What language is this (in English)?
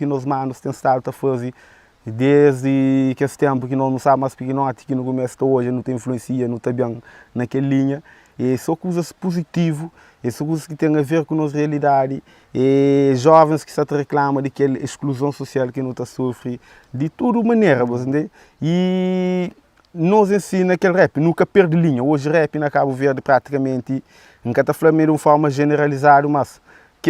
Kabuverdianu